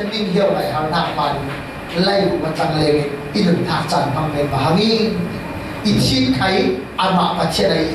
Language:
Falam Chin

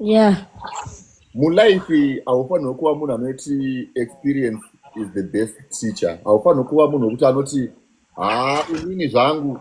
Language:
Shona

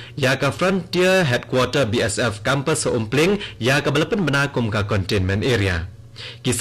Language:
Khasi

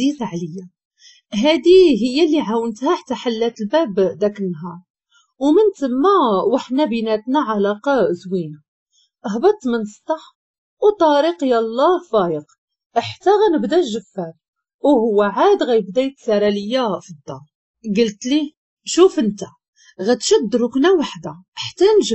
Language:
Moroccan Arabic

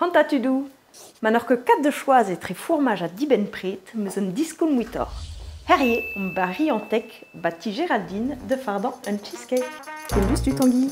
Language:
Breton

